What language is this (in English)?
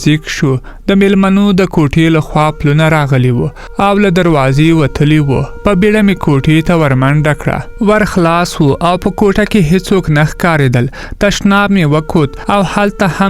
Pashto